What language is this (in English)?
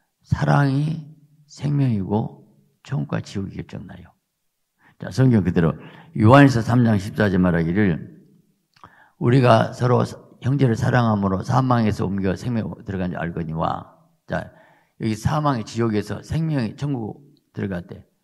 Korean